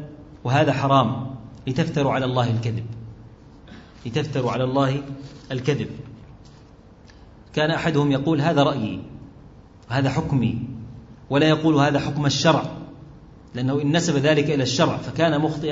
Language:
Arabic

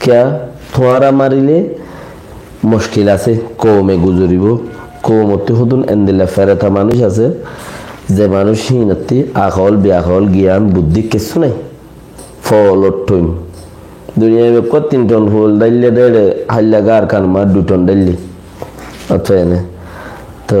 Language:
Rohingya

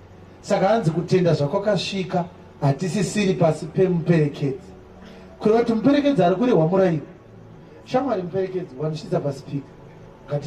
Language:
Shona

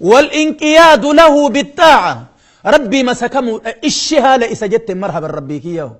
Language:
Oromo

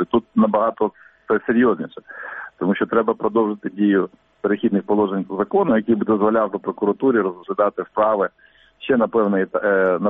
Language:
Ukrainian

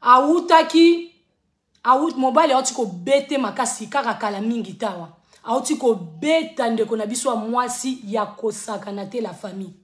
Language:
Lingala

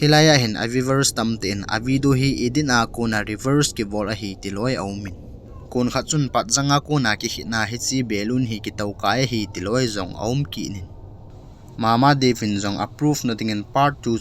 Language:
Thado Chin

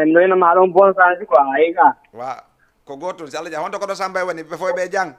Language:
Fula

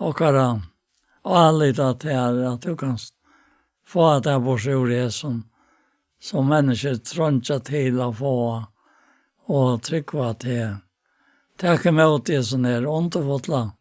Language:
Faroese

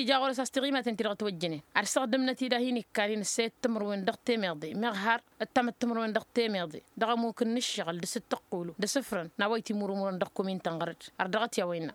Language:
Tamasheq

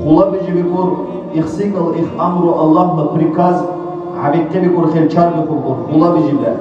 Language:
Dargwa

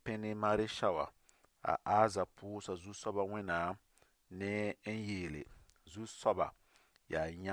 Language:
Mossi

